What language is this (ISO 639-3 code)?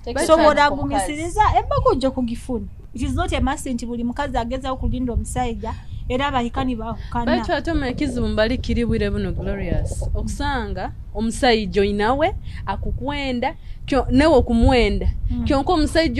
nyo